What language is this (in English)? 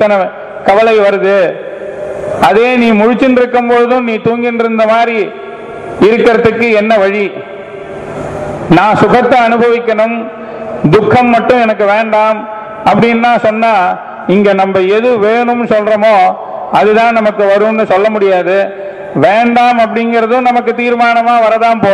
Tamil